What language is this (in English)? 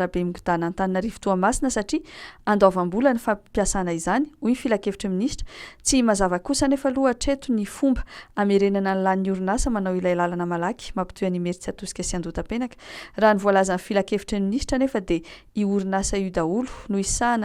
Malagasy